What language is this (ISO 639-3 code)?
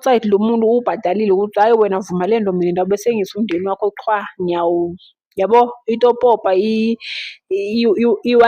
zul